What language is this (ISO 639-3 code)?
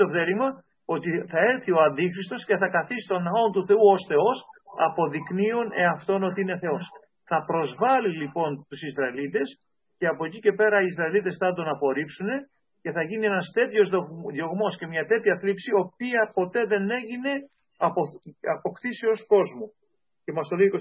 ell